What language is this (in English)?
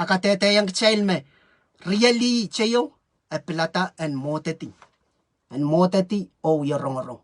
Pohnpeian